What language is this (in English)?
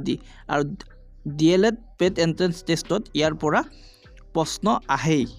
Assamese